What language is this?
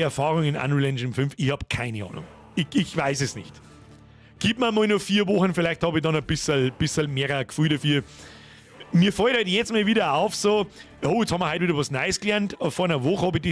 Bavarian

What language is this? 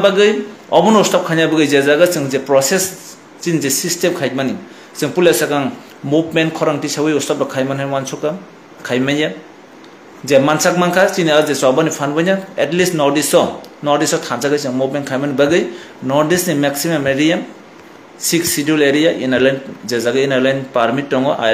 Kok Borok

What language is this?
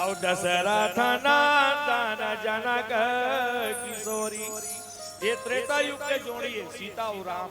Chhattisgarhi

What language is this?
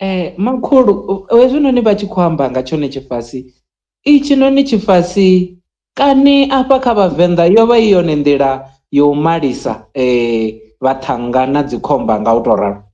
Venda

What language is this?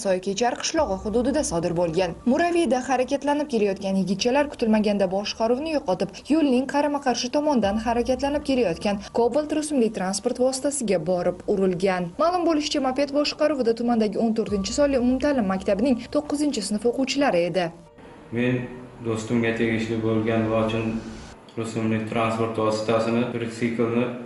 Uzbek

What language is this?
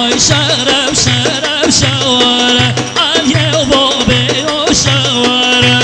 Kurdish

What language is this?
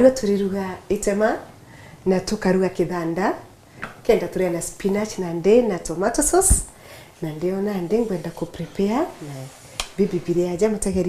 Meru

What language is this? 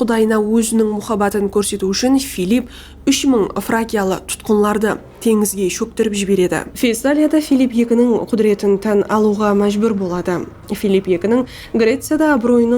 Kara-Kalpak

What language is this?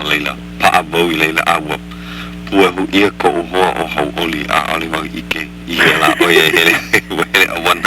Hawaiian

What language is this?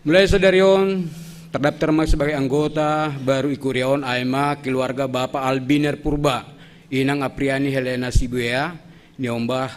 Batak Simalungun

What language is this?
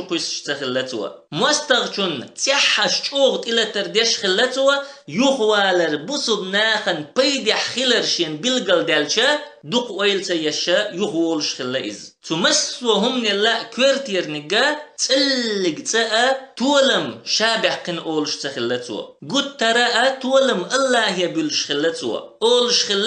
Chechen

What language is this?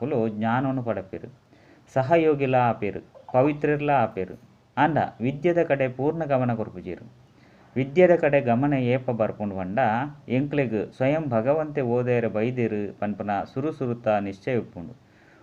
Tulu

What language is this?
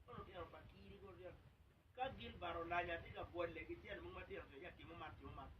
Acoli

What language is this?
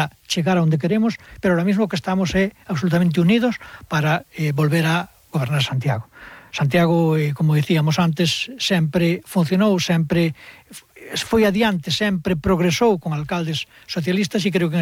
Galician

